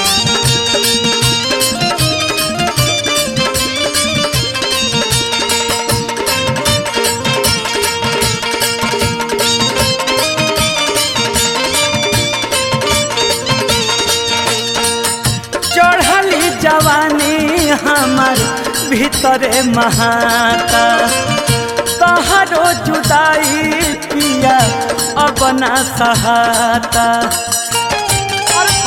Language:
Bhojpuri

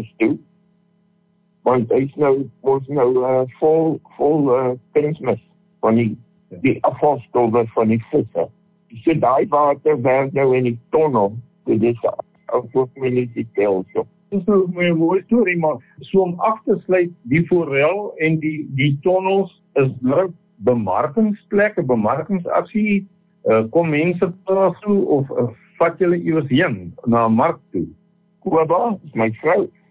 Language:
Afrikaans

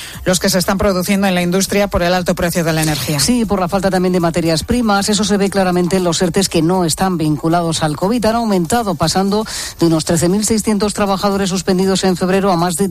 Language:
Spanish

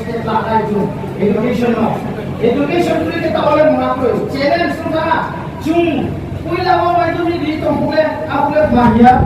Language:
Riang (India)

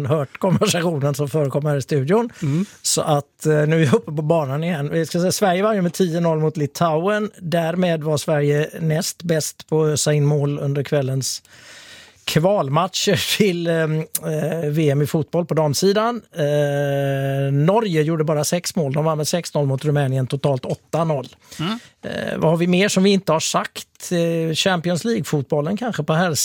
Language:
Swedish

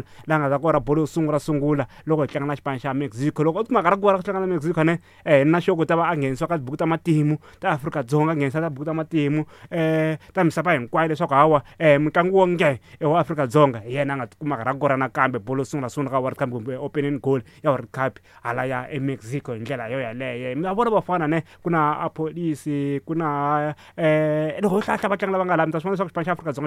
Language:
Tsonga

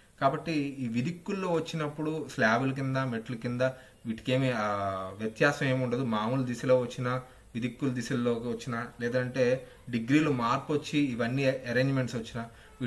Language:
Telugu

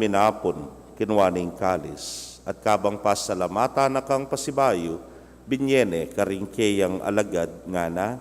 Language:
Pampanga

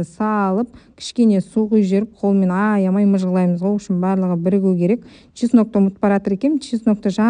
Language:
Kazakh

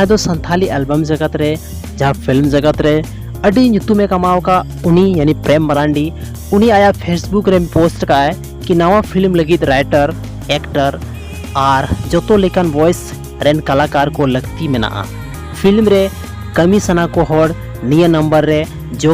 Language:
Santali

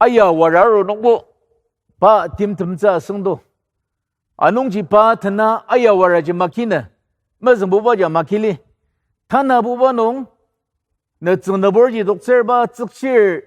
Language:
Ao Naga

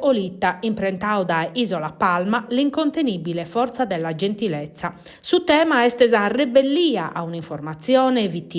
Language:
Sardinian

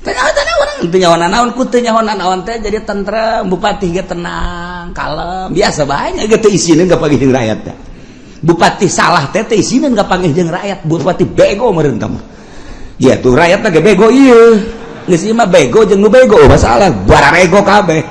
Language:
Sundanese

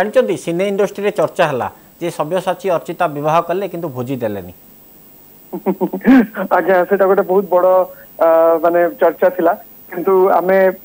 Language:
Odia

